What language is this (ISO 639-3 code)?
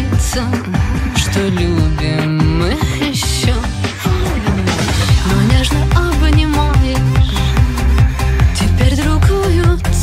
rus